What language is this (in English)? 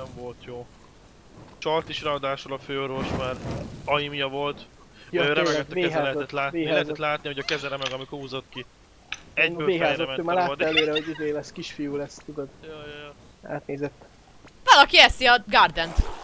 Hungarian